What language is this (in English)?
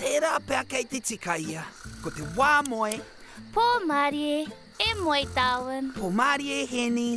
Māori